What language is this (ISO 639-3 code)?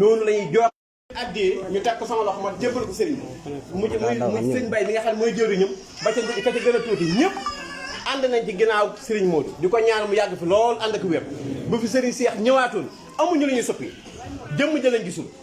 wol